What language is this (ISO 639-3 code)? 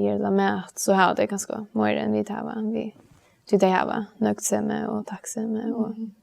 fao